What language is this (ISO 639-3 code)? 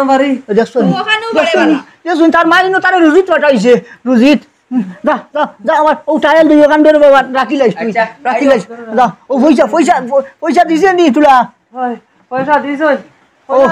syl